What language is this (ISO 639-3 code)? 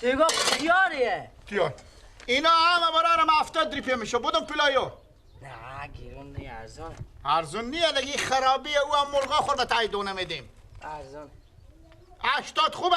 fas